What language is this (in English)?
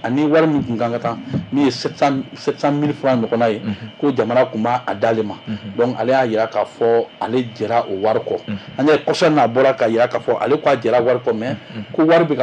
Bambara